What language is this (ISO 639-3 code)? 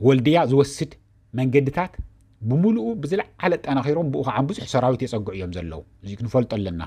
tir